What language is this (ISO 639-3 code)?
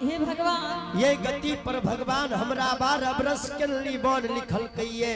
anp